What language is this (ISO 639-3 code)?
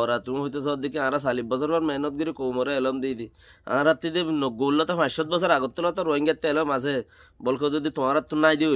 rhg